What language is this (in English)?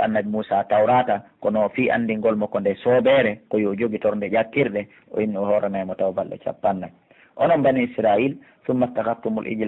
Pular